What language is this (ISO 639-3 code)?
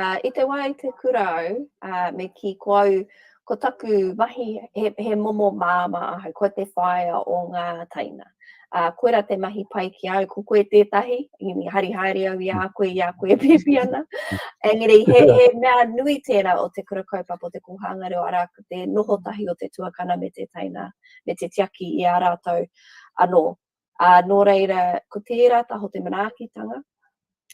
mri